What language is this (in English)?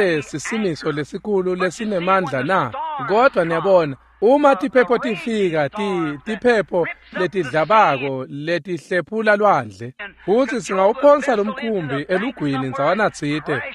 Swati